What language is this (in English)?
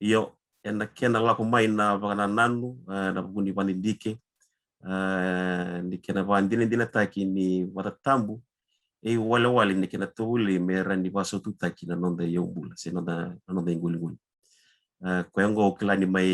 Fijian